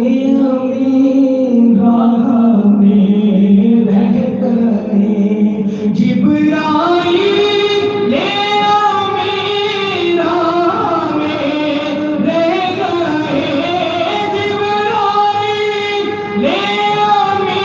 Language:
Saraiki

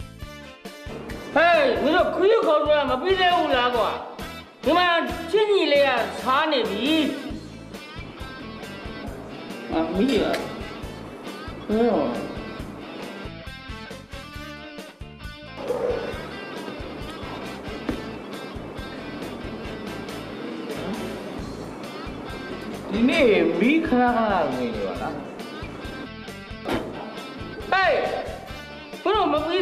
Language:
Burmese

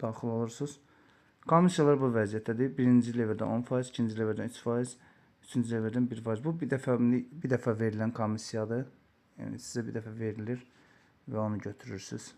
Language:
Azerbaijani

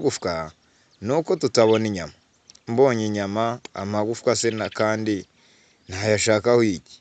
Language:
Kinyarwanda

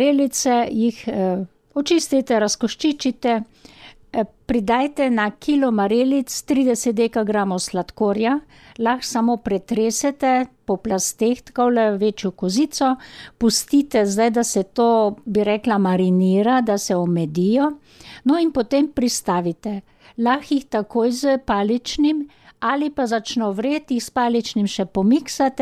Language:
Slovenian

